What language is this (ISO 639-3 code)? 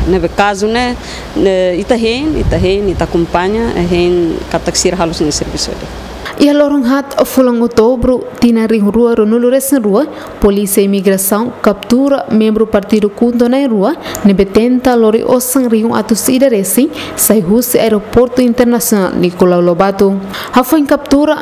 tet